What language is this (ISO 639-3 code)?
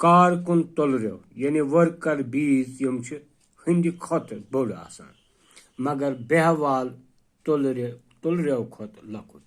kas